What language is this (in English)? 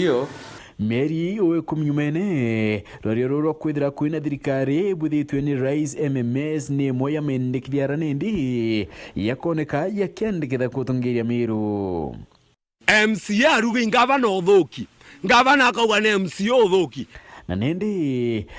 Meru